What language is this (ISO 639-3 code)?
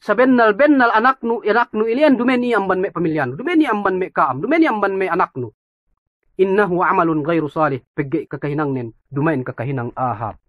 yka